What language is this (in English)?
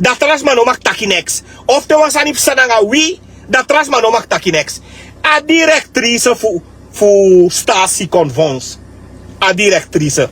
Sranan Tongo